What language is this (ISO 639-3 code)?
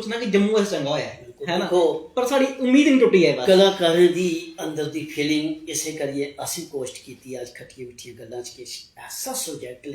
doi